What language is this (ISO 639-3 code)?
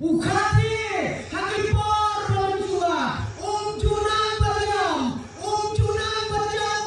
kha